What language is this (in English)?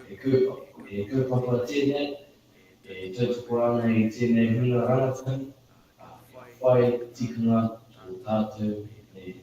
Māori